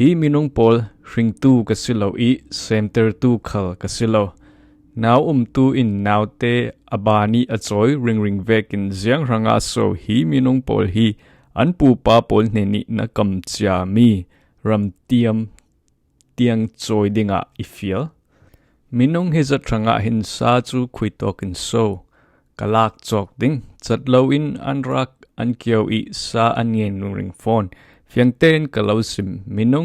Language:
Falam Chin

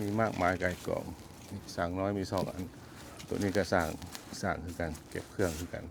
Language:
Lao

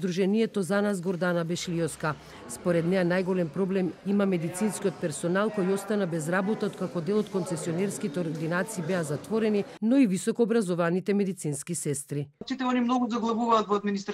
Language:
Macedonian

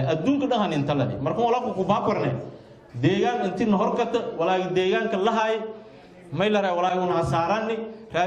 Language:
Somali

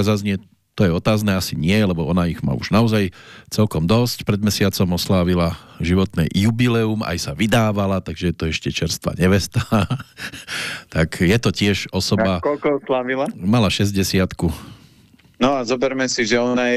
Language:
Slovak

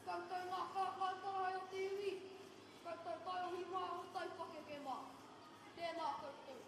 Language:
Māori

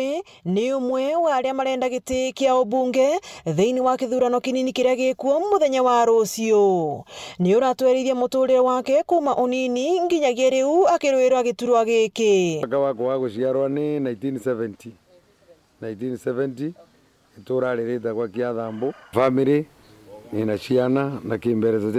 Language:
Meru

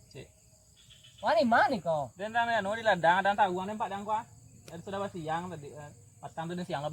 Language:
Minangkabau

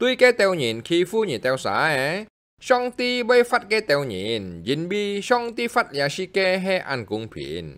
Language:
Hakka Chinese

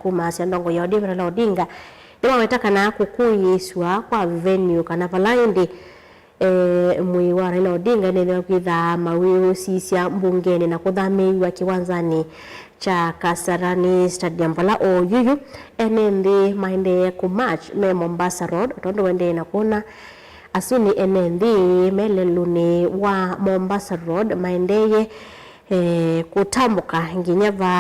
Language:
Kamba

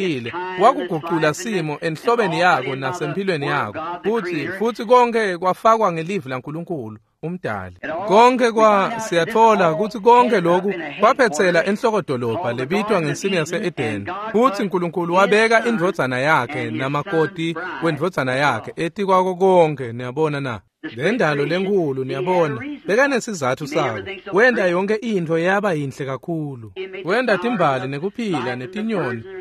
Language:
Swati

